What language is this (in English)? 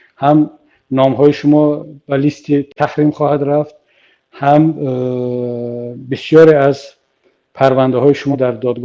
Tajik